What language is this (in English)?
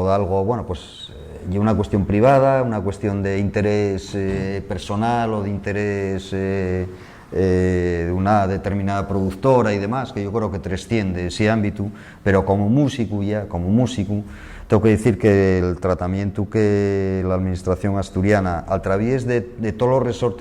Asturian